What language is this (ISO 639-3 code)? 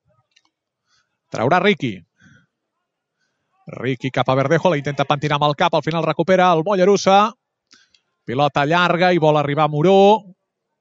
cat